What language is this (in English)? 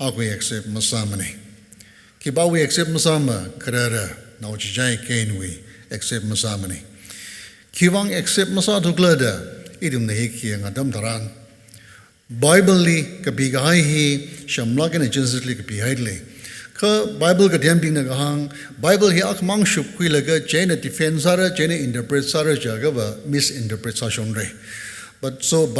Tangkhul Naga (India)